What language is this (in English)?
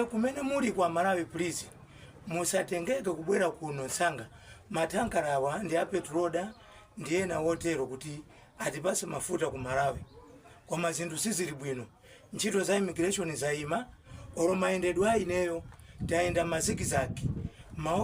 Nyanja